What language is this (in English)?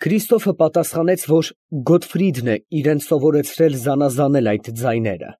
Armenian